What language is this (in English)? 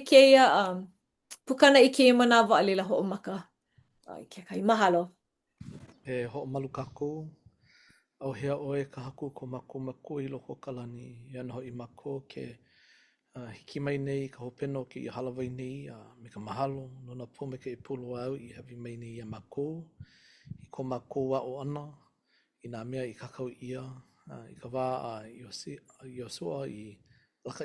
Hawaiian